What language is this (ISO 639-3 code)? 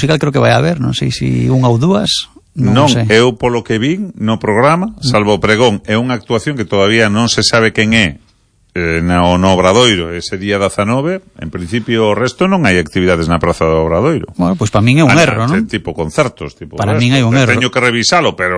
glg